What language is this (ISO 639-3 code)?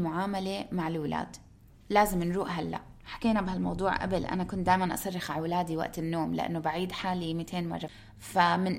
apc